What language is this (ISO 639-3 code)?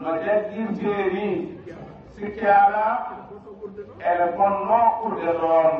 ful